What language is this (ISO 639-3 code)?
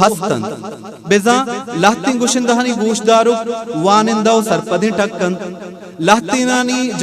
bgp